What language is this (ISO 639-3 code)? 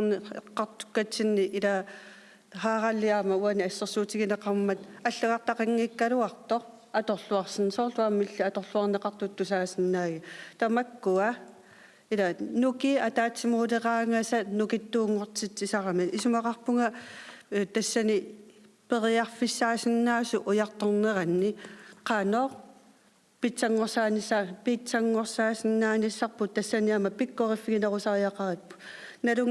kal